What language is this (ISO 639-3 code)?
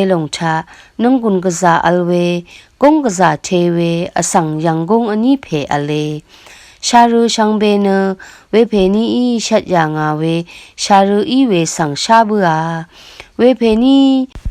raw